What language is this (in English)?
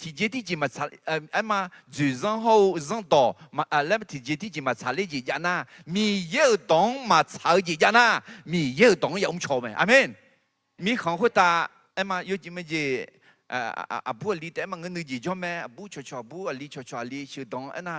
Akha